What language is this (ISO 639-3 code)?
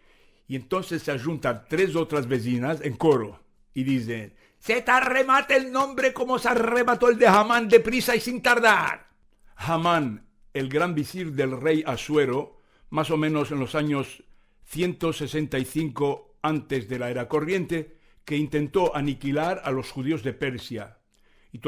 lad